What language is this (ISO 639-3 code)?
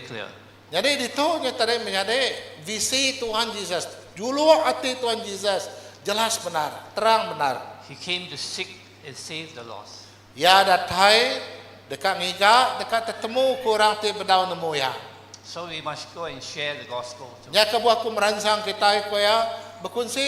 iba